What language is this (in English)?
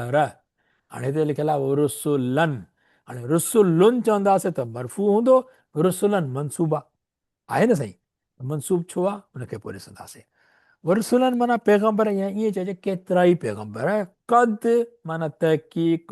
Sindhi